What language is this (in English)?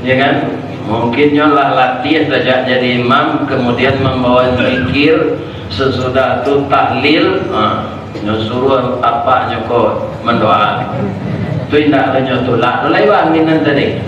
Minangkabau